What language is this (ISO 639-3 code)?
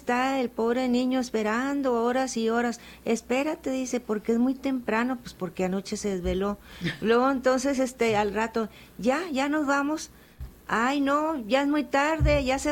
spa